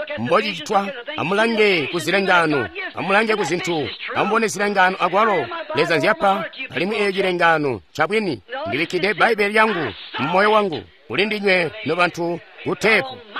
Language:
Tonga (Zambia)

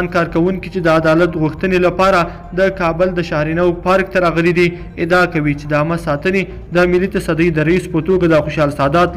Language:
Pashto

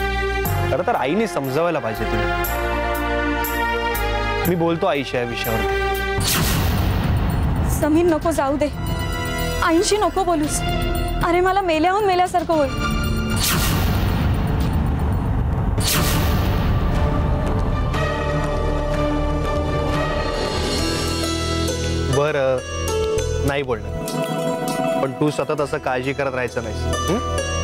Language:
Marathi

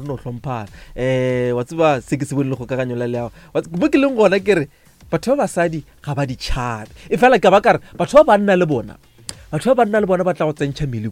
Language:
Northern Sotho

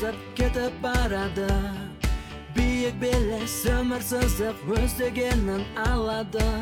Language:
Kazakh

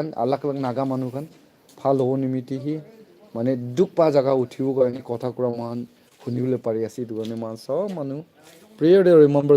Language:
Naga Pidgin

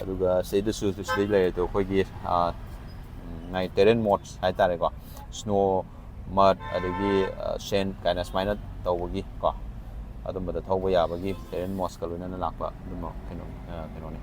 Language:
Manipuri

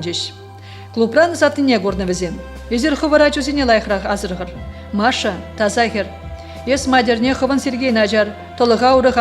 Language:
Chuvash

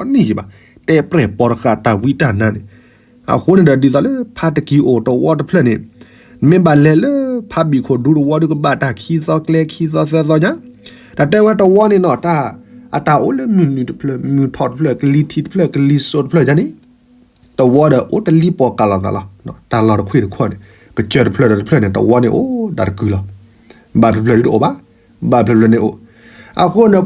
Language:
S'gaw Karen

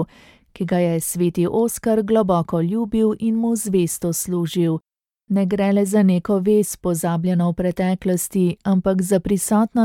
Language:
Slovenian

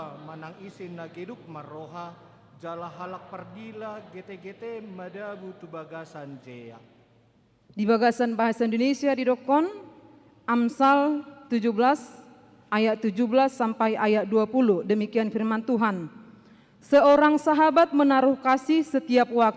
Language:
Batak Toba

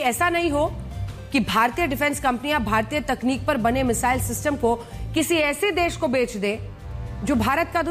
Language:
Hindi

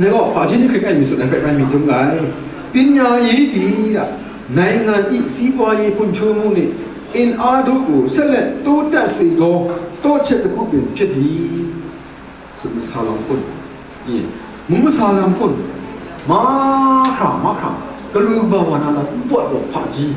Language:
Kachin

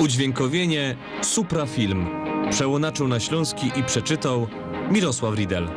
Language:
Silesian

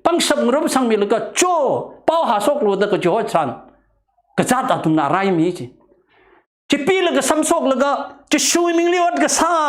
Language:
Tangkhul Naga (India)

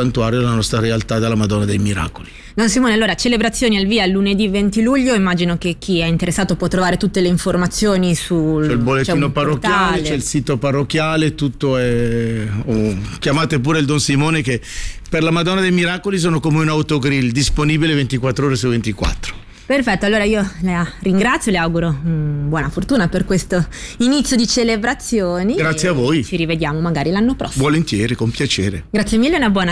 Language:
Italian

